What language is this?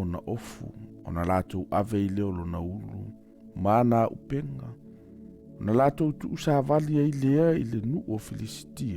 Samoan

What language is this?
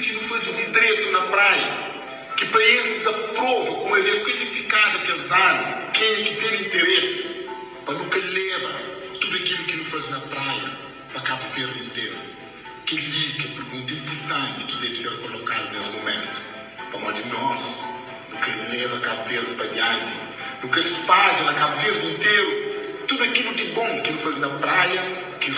Kabuverdianu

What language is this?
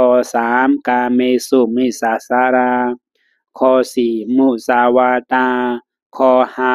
Shan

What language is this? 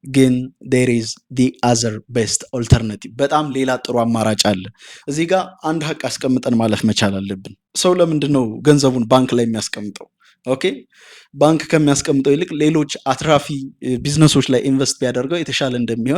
Amharic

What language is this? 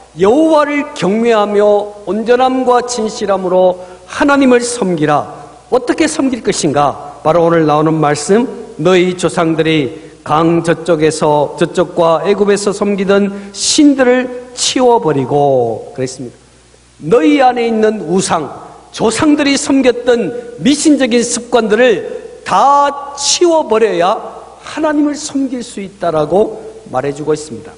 Korean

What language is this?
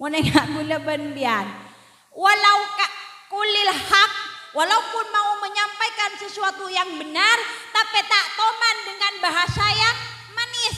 Madurese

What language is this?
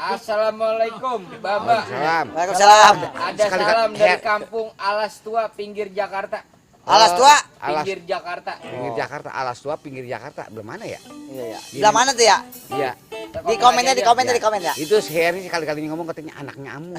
Betawi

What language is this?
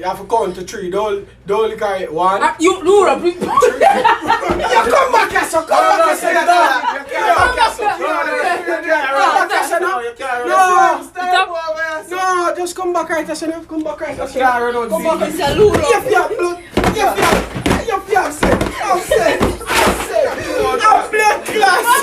Jamaican Creole English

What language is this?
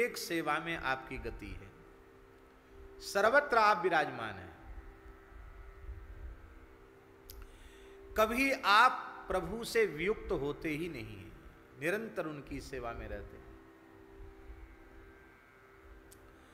Hindi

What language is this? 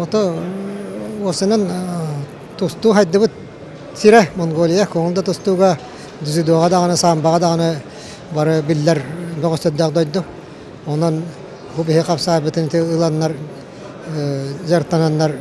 Yakut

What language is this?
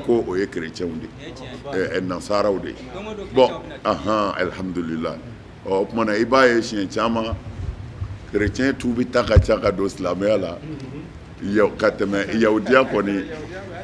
Bambara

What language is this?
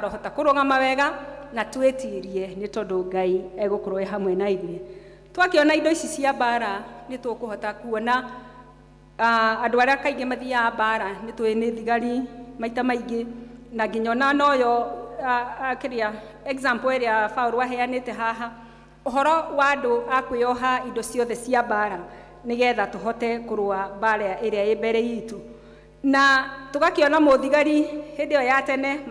Kikuyu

